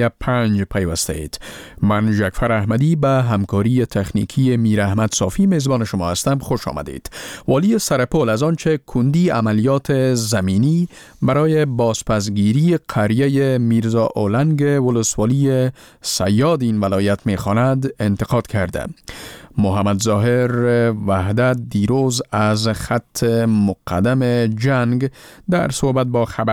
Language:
Persian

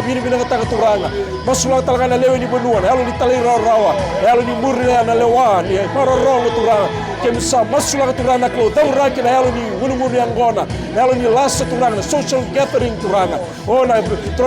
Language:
Fijian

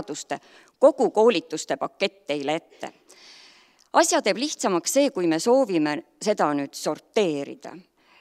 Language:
Estonian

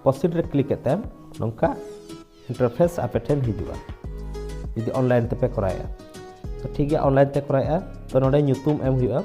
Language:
Santali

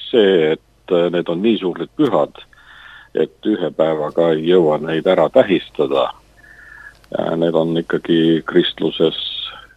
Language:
Estonian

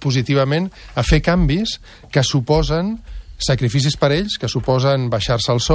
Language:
Catalan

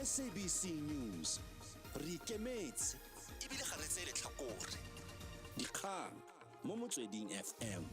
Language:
Tswana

